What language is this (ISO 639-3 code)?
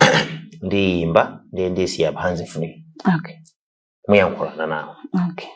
nya